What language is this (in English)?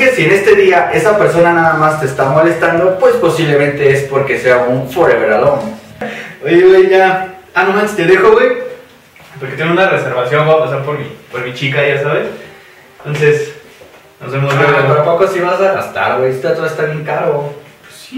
Spanish